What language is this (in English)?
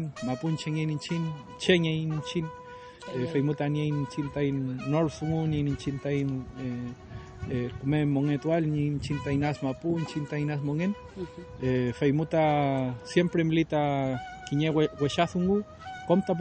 Mapuche